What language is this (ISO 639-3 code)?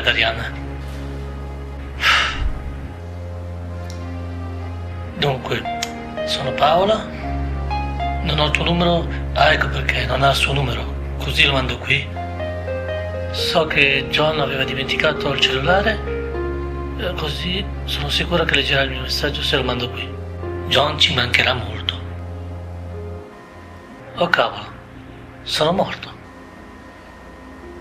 ita